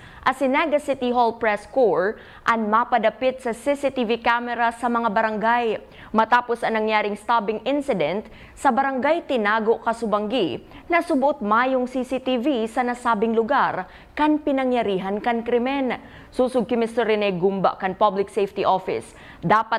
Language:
Bikol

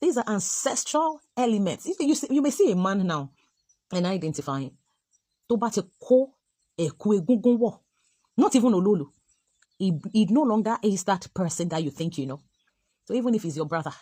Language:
Yoruba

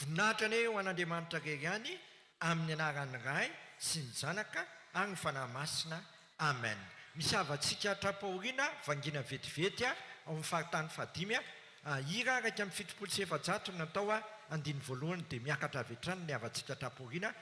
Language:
Malagasy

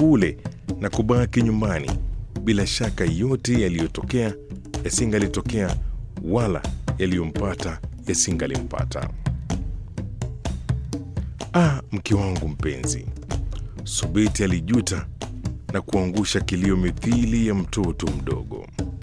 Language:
Swahili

